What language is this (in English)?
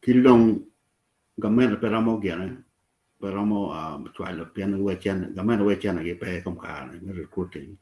Acoli